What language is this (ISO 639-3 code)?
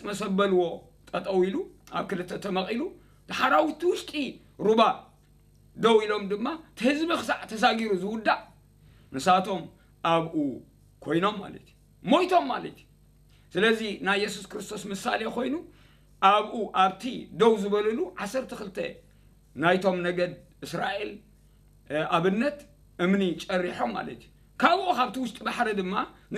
tir